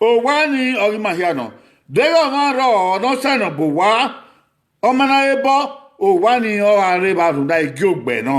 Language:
Bini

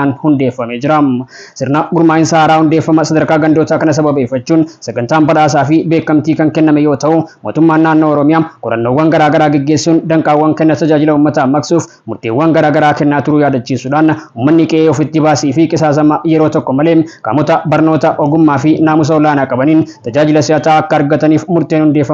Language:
Oromo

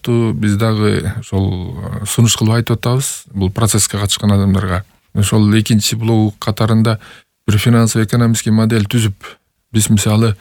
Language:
Kyrgyz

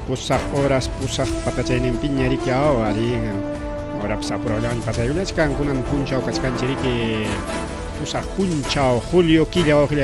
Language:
Ayacucho Quechua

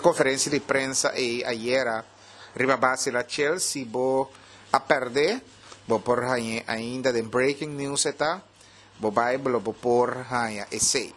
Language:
Papiamento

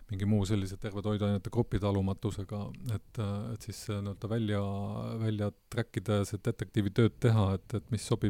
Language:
Estonian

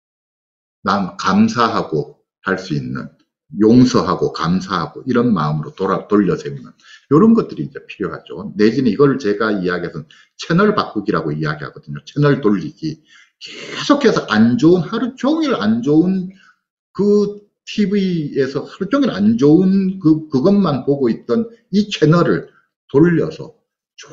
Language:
Korean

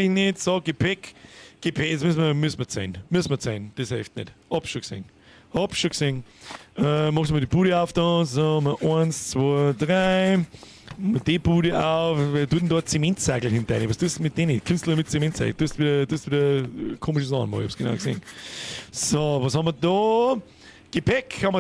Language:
Bavarian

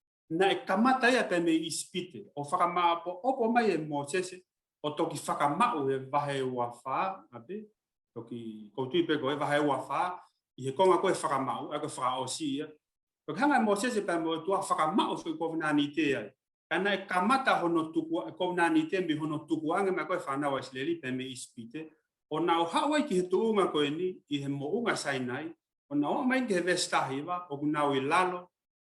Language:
Tongan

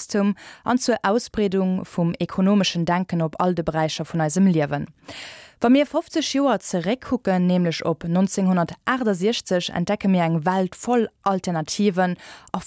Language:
Luxembourgish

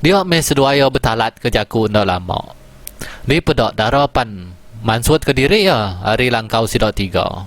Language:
Iban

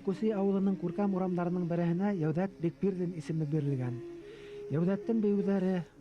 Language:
Bashkir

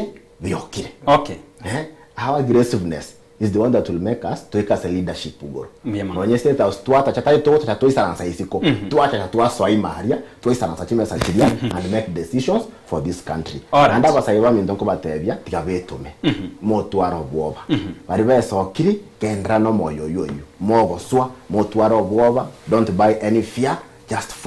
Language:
Gusii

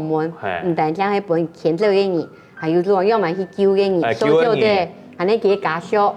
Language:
Hakka Chinese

